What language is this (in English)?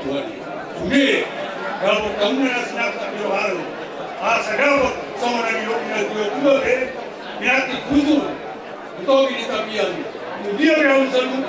Batak Toba